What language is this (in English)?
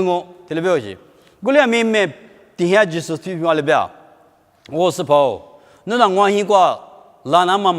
Lisu